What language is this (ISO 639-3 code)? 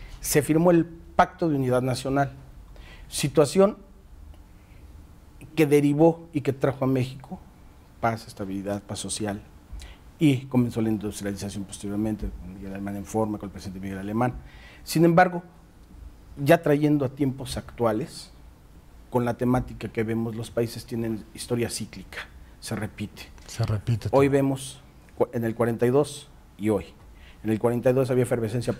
spa